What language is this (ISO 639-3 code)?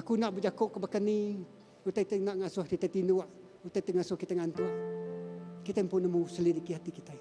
iba